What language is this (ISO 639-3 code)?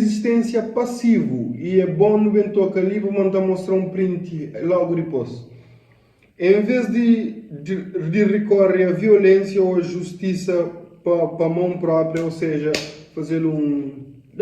kea